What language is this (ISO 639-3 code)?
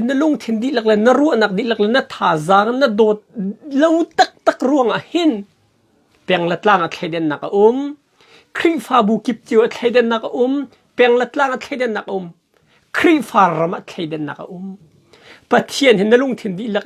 cnh